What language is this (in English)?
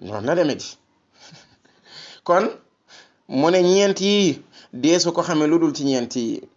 Wolof